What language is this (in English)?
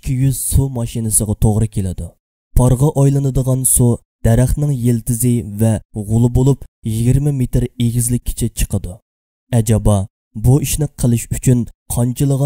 Uyghur